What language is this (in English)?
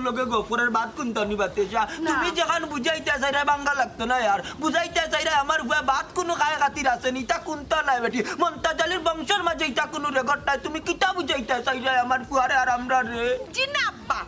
Sylheti